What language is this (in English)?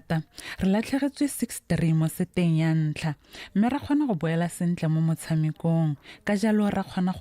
Tswana